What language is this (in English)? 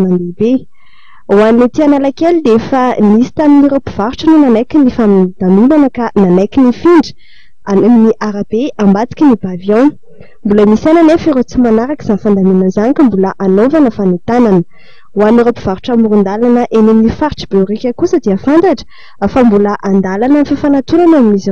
Malagasy